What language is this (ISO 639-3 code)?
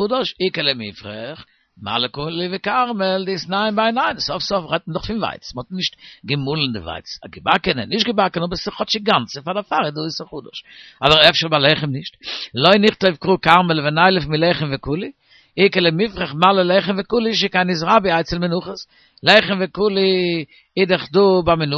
yid